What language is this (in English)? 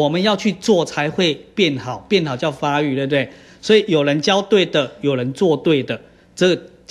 Chinese